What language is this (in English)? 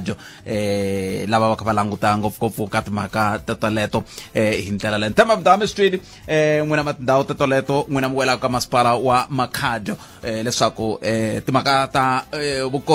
Tsonga